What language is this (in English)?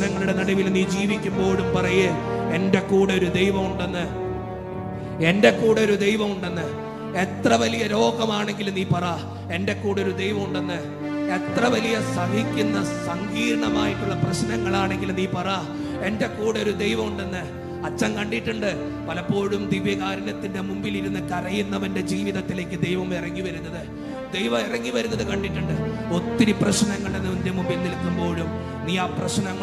Malayalam